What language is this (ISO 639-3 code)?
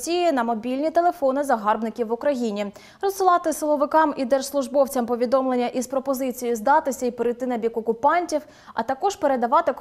ukr